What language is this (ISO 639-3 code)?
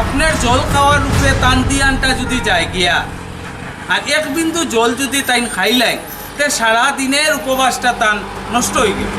syl